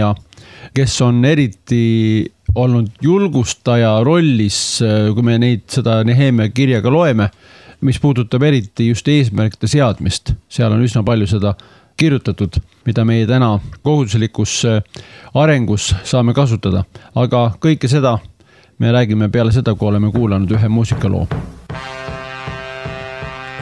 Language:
Estonian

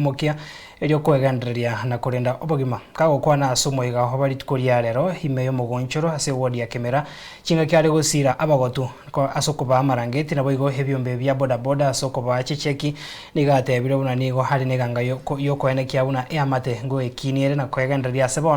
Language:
Gusii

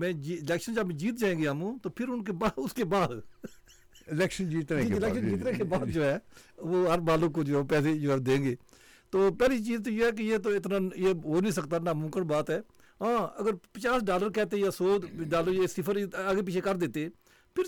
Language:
Urdu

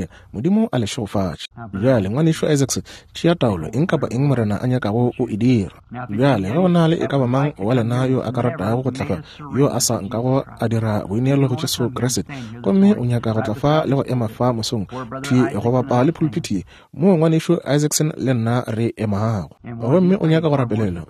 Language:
Northern Sotho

